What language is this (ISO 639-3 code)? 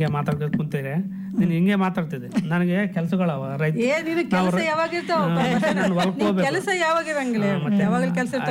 kan